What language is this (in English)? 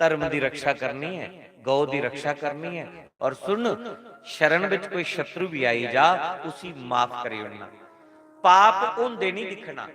Dogri